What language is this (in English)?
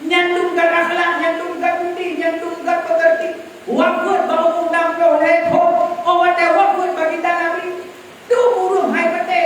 Achinese